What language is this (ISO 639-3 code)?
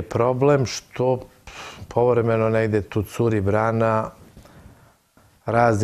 srp